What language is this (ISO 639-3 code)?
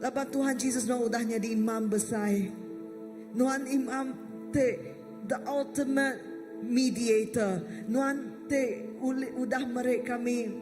iba